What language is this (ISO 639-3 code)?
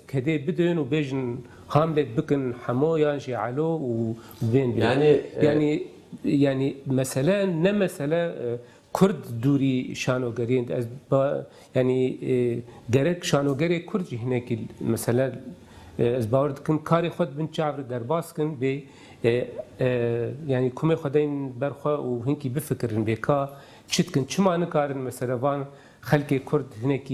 kur